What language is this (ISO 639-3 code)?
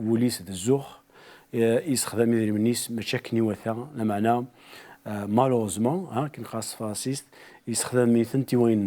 kab